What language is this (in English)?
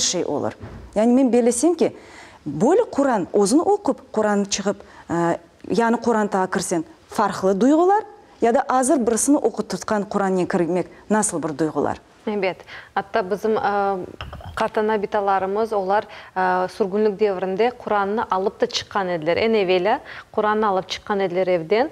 Crimean Tatar